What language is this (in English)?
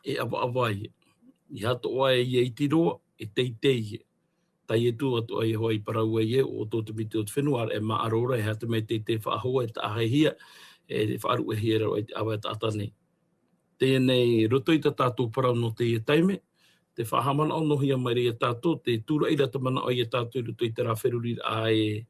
Tahitian